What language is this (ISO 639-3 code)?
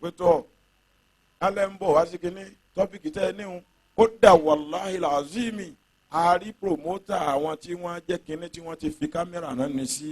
yor